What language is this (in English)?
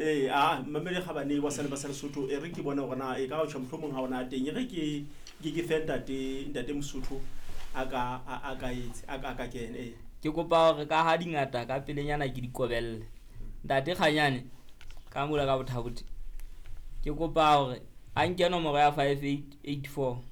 Southern Sotho